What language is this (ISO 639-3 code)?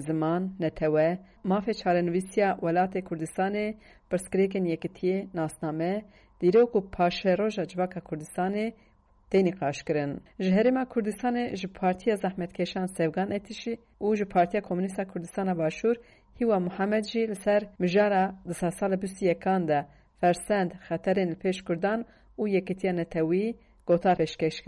kur